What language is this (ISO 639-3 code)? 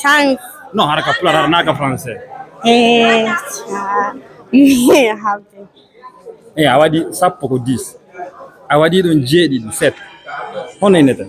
ful